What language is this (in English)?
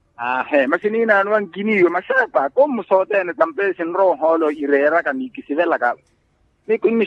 Makhuwa